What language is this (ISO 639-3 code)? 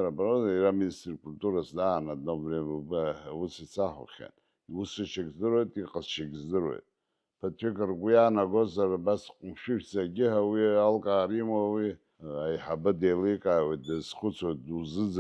abk